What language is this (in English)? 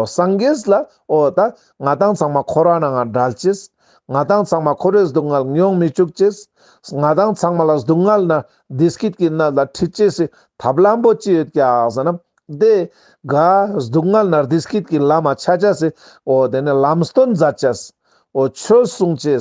Ladakhi